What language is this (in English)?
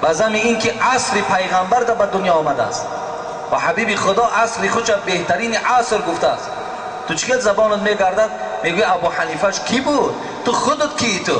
Tajik